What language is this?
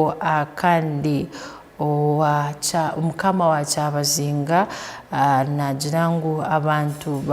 Tooro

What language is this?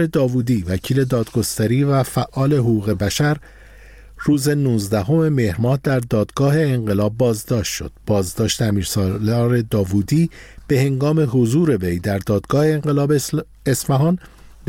Persian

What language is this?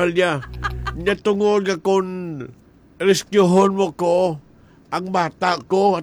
Hiligaynon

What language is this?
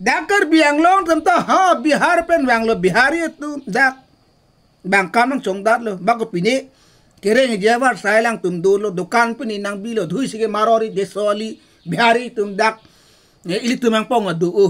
Karbi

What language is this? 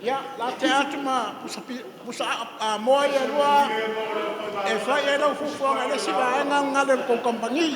Samoan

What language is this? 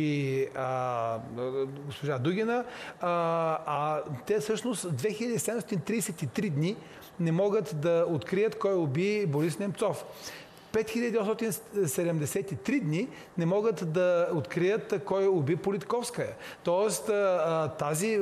Bulgarian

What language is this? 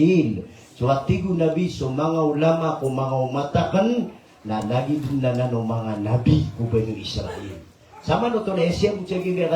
Maranao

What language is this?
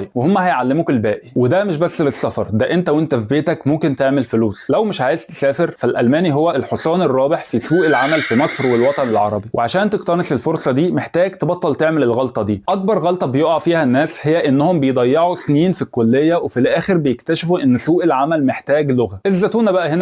Egyptian Arabic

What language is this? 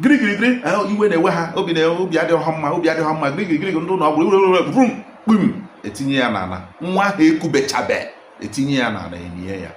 Igbo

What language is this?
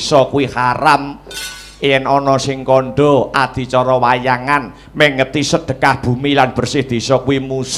Javanese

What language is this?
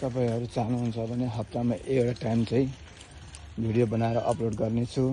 Nepali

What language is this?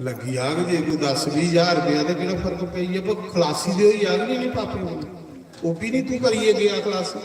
Dogri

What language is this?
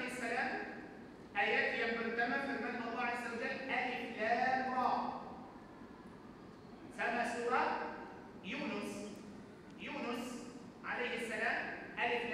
Malay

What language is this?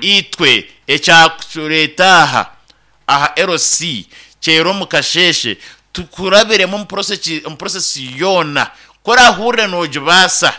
Nyankole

